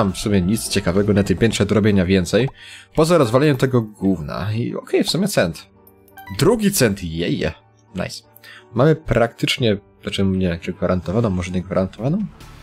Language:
Polish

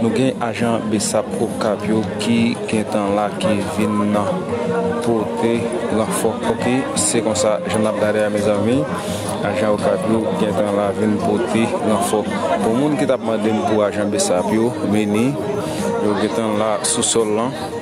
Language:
Haitian Creole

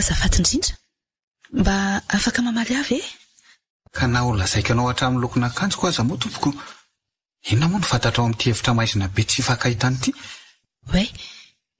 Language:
Malagasy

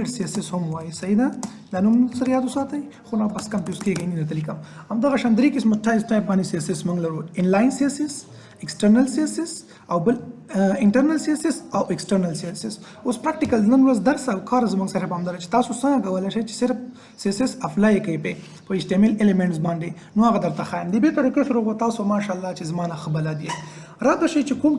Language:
Pashto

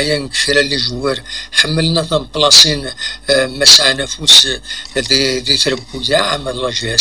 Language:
Kabyle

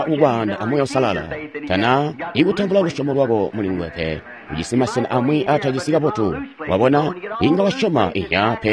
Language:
Tonga (Zambia)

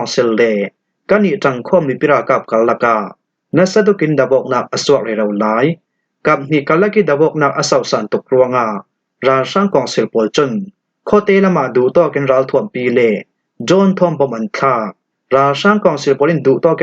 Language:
Falam Chin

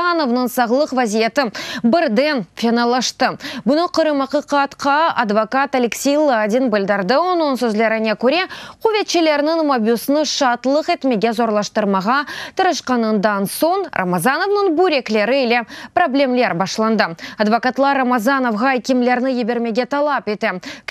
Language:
Crimean Tatar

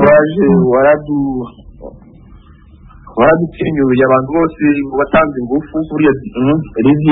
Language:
Kinyarwanda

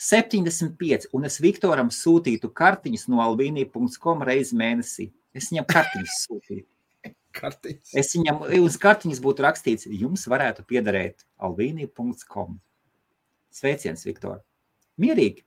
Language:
Latvian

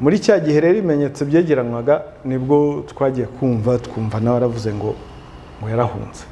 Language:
Kinyarwanda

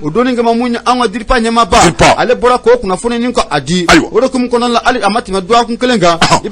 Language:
Bambara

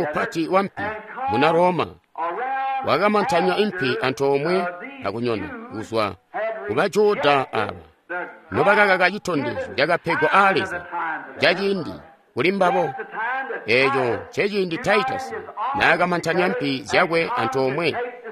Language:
Tonga (Zambia)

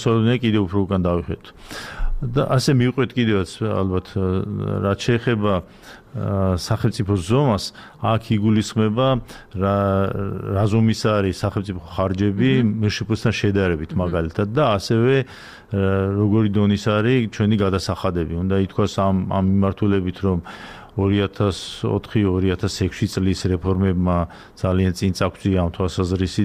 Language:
Georgian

